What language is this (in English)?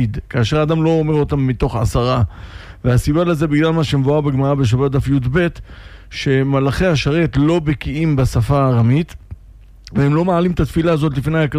Hebrew